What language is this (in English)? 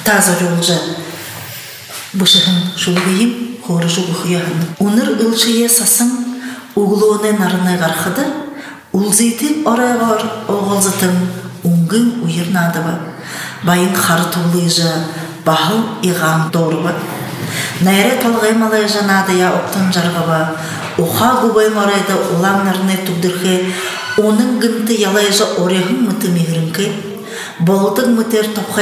Buriat